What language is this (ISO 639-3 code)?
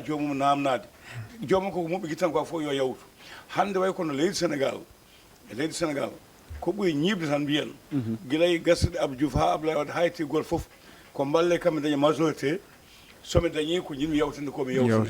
ful